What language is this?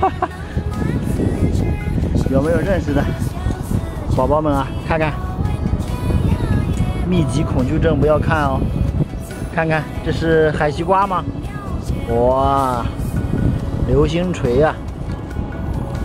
Chinese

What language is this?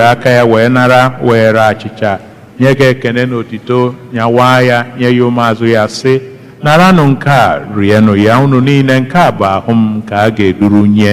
Igbo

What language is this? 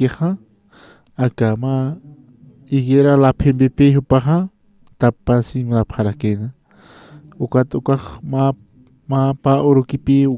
Aymara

